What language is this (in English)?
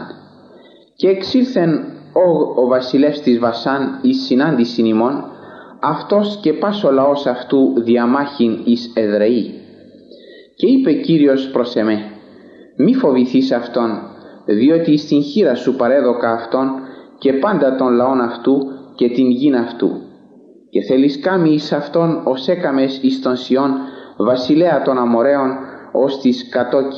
Greek